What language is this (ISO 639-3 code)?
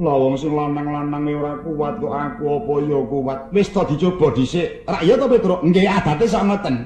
jav